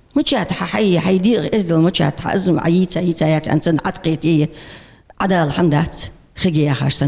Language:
Ingush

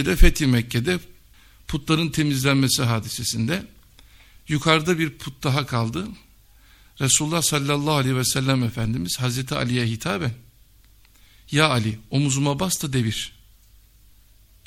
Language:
Turkish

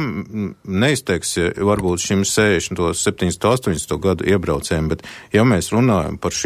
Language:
Latvian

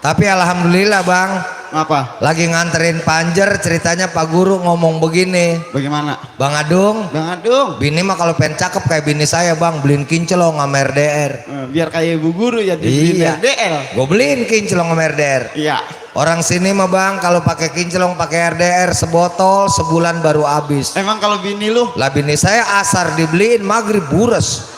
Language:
Betawi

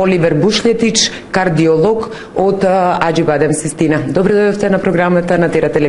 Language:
Macedonian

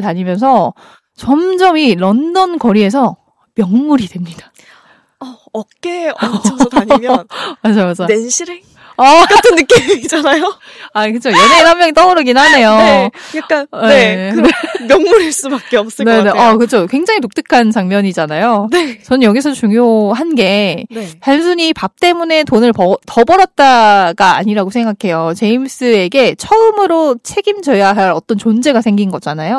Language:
Korean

